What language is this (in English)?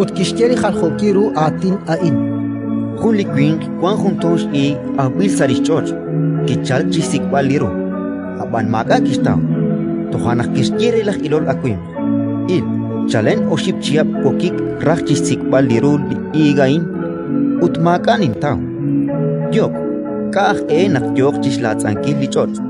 Kekchí